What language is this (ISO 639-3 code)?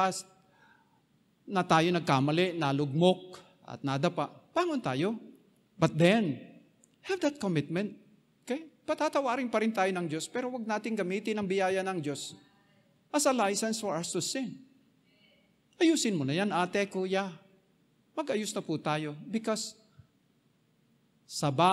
fil